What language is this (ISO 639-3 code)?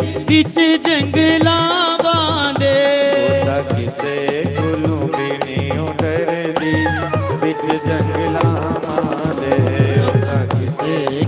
doi